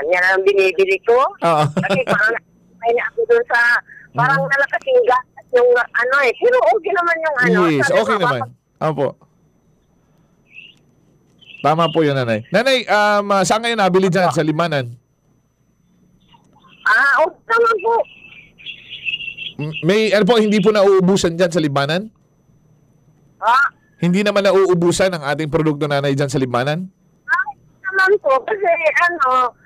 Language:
Filipino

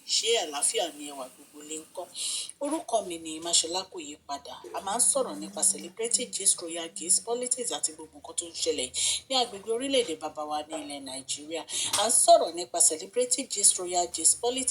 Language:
Yoruba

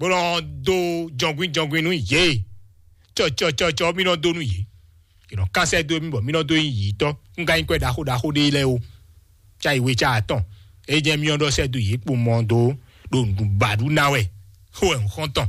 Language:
Fon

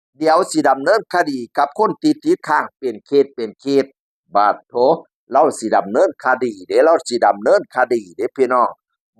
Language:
Northeastern Thai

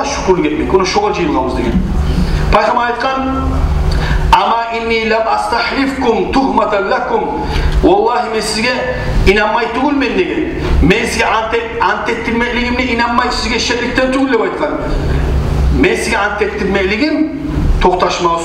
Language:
Kumyk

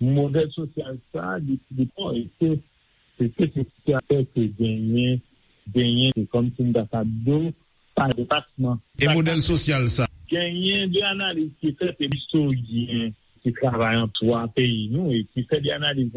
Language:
Haitian Creole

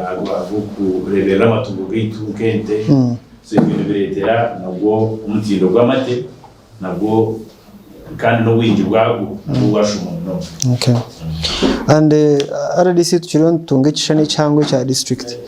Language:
Nyankole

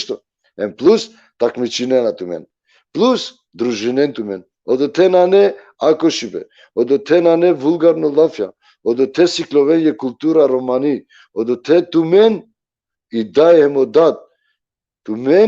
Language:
Balkan Romani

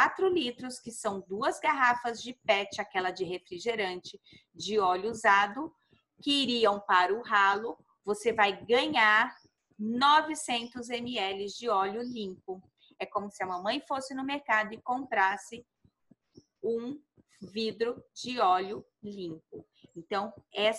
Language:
Portuguese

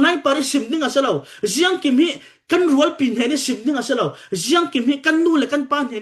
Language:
Falam Chin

